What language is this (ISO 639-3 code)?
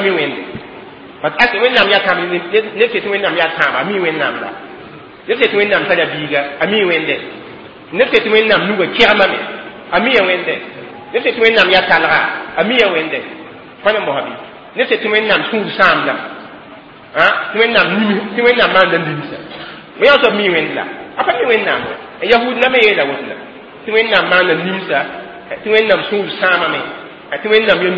mos